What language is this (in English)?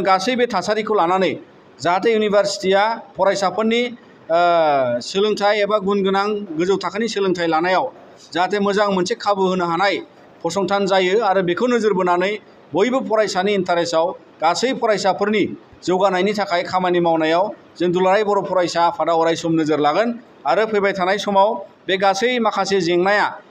Bodo